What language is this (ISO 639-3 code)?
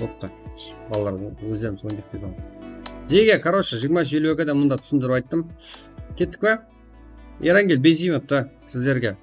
kaa